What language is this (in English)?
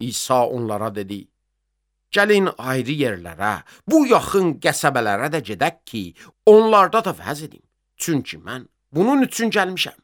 Azerbaijani